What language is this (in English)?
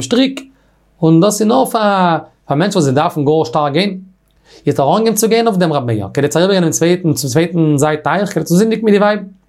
Yiddish